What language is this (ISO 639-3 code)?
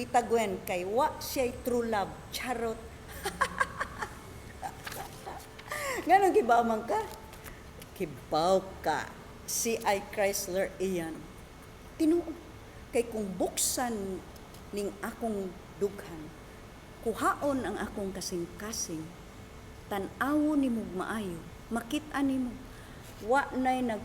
ceb